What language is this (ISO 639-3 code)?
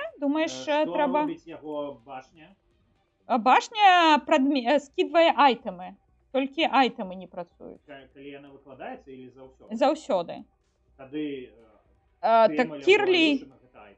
bel